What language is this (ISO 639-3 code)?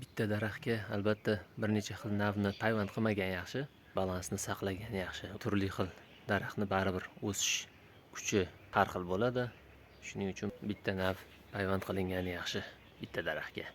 uzb